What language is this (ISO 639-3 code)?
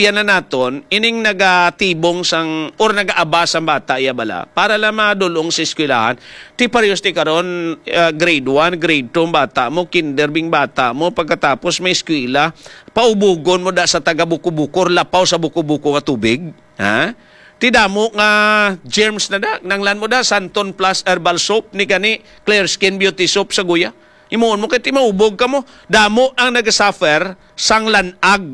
hil